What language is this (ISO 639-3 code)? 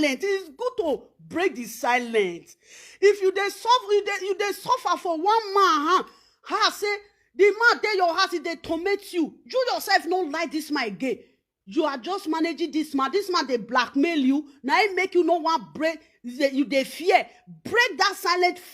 pcm